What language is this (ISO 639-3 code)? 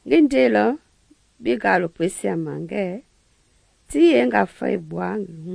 men